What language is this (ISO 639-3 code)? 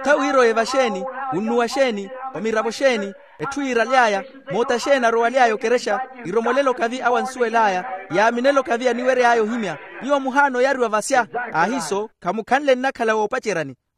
vmw